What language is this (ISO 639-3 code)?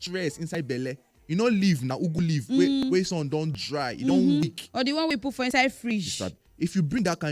pcm